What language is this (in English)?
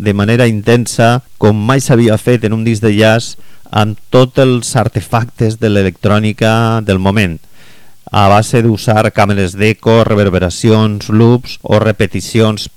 Catalan